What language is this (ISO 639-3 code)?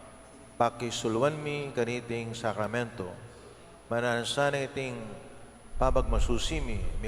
pam